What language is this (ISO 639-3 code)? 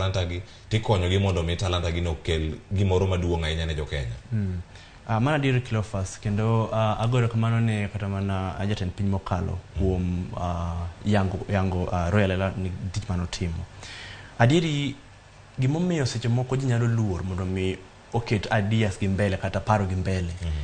luo